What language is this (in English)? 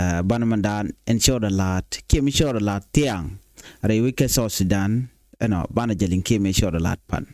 Nuer